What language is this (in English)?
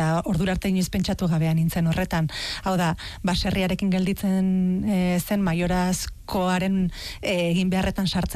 Basque